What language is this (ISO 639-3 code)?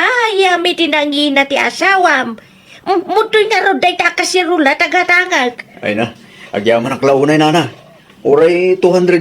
ilo